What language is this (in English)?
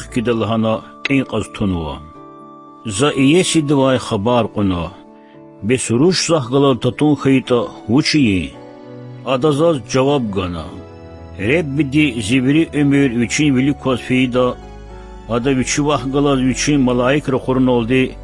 Lezghian